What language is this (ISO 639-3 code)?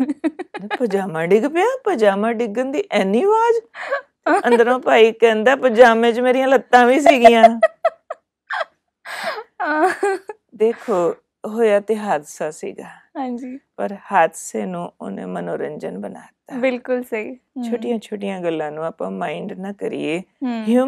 pan